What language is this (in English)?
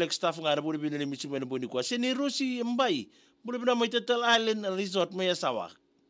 Fijian